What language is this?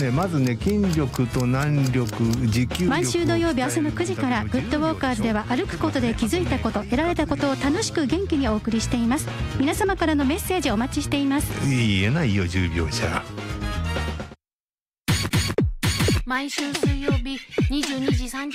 Japanese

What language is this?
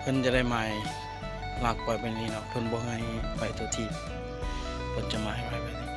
Lao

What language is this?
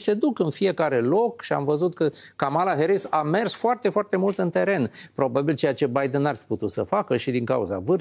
Romanian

